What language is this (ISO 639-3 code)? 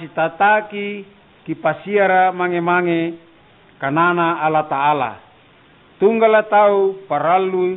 mak